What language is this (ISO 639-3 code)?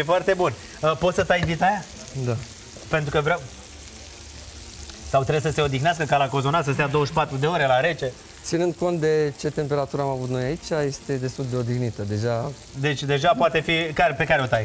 ron